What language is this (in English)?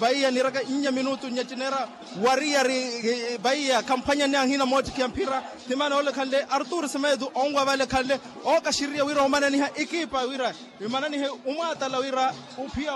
Makhuwa